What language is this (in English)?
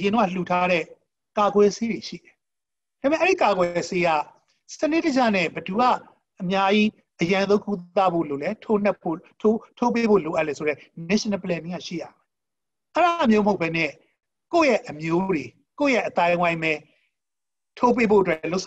Burmese